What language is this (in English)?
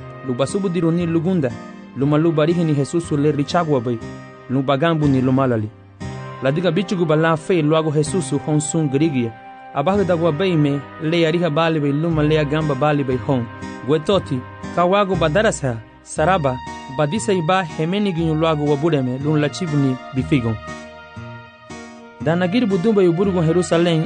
Garifuna